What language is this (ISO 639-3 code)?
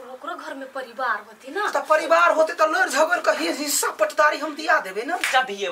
mai